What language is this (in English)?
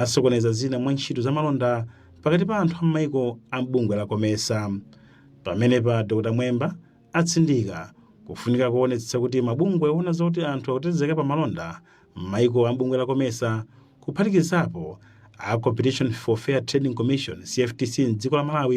Nyanja